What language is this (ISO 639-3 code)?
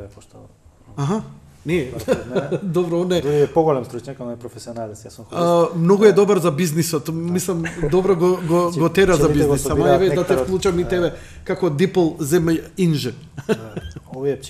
mkd